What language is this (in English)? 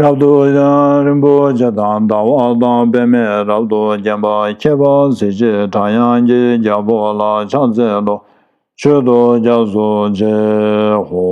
Tibetan